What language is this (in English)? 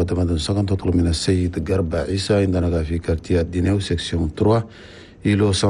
Chadian Arabic